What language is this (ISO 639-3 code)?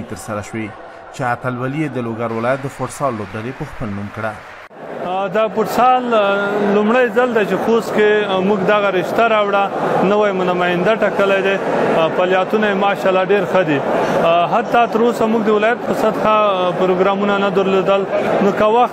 pus